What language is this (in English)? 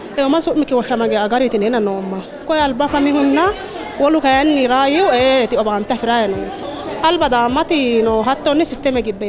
Sidamo